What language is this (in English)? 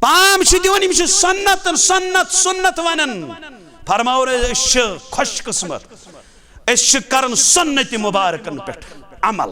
Kashmiri